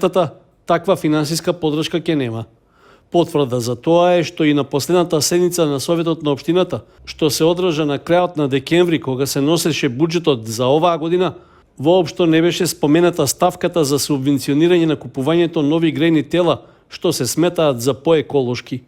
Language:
Macedonian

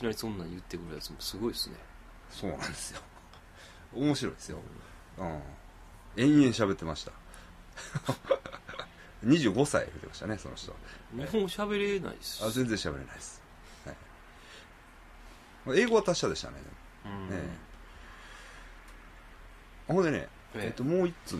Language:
Japanese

